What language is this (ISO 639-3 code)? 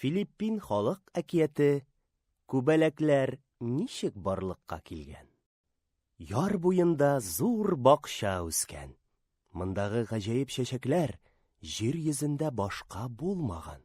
tat